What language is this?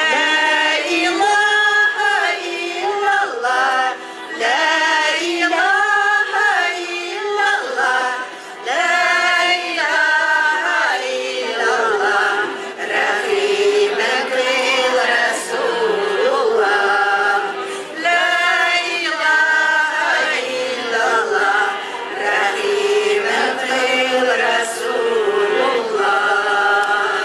Bashkir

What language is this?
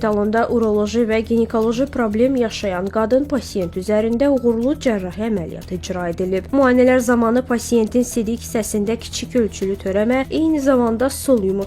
Azerbaijani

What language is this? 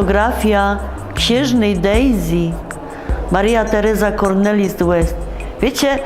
Silesian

